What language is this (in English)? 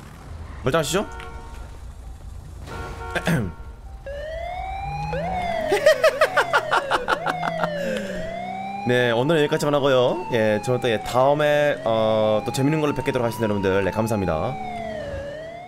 Korean